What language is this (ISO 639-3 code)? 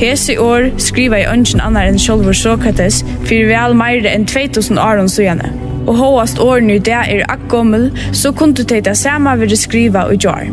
fao